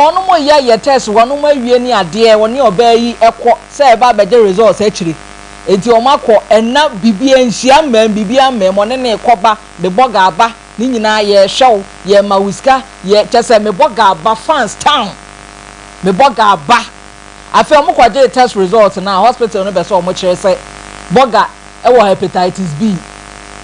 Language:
Akan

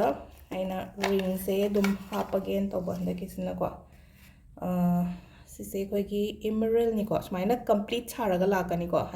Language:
Manipuri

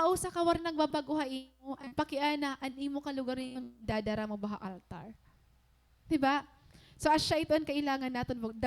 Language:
Waray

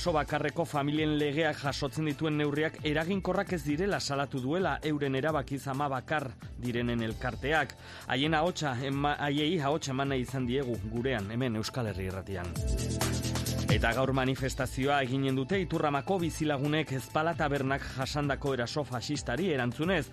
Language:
Basque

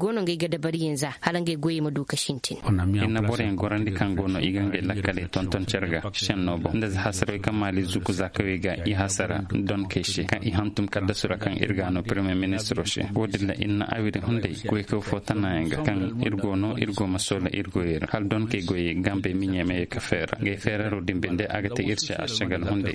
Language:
Zarma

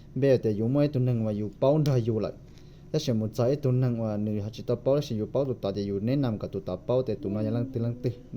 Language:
Hmong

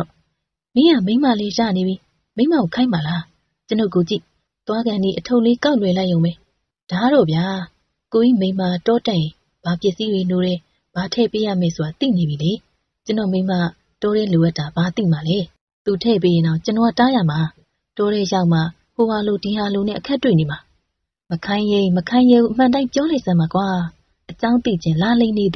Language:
Burmese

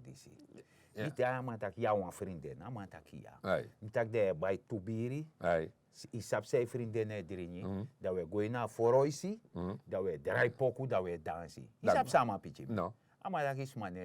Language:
Sranan Tongo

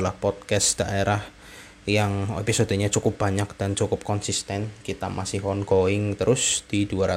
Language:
Indonesian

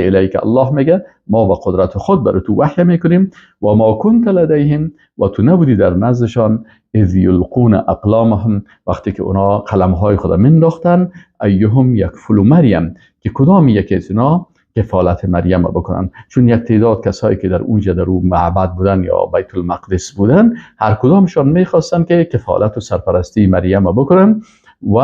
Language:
Persian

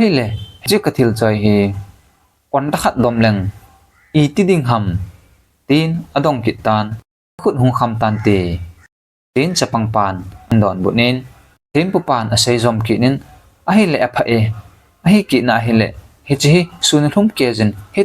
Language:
Thado Chin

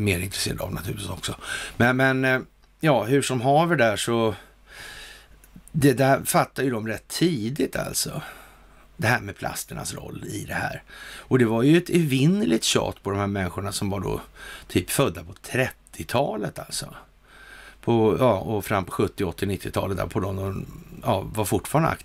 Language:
Swedish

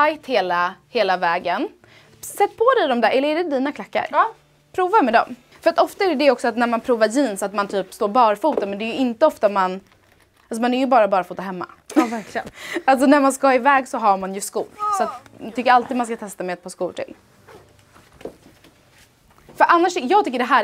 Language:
Swedish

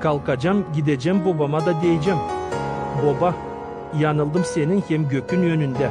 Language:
Gagauz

